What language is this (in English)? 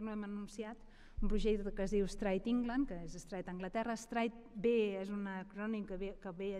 Catalan